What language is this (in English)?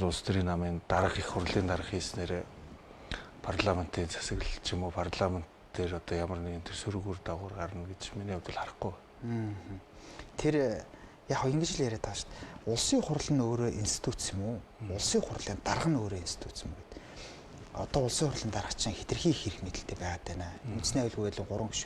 Mongolian